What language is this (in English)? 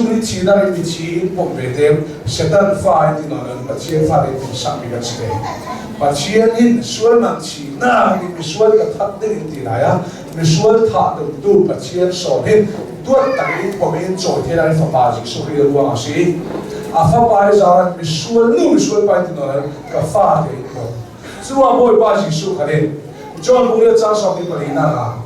Hakha Chin